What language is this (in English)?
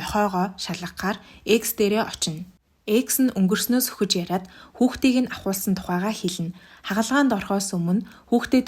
Mongolian